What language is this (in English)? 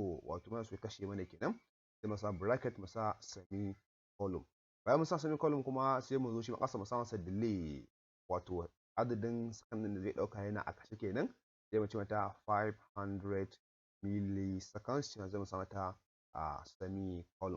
Hausa